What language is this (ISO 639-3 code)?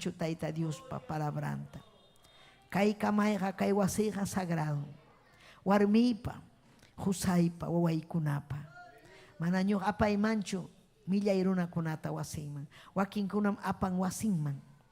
quy